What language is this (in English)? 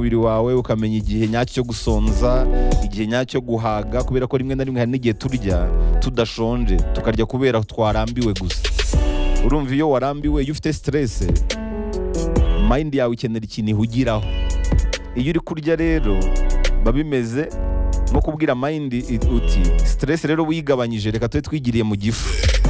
Kinyarwanda